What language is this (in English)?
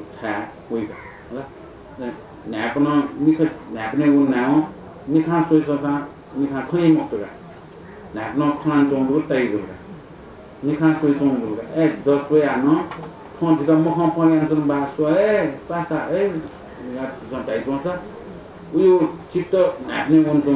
Newari